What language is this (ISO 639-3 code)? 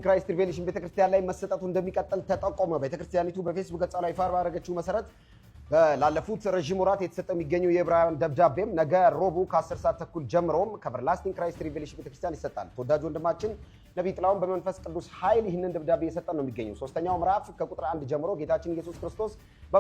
amh